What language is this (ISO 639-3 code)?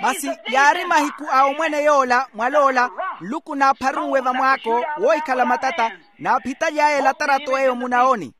vmw